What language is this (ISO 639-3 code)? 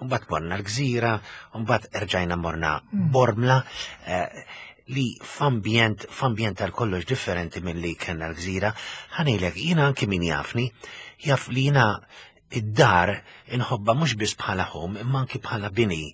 mlt